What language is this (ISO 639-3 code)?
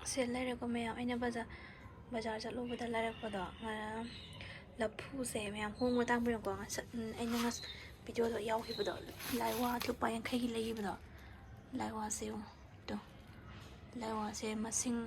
mni